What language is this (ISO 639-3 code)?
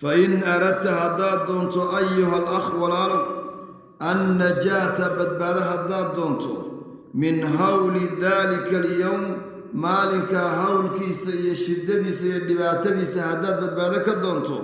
som